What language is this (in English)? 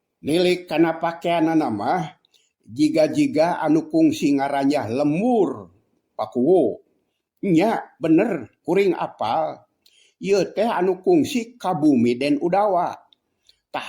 Sundanese